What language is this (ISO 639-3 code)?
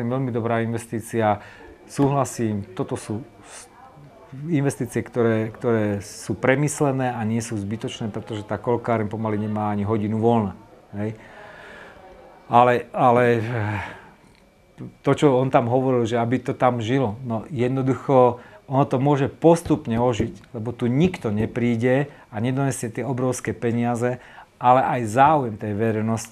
slk